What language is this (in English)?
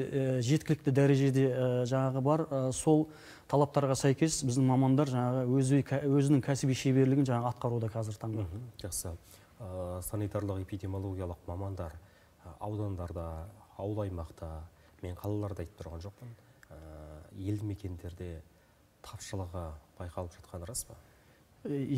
Kazakh